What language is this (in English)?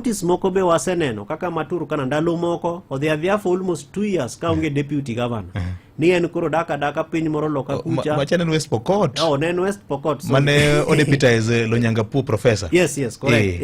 Luo (Kenya and Tanzania)